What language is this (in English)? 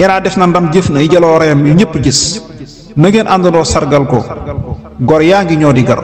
Wolof